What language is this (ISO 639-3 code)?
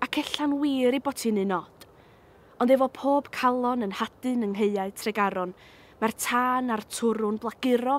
cym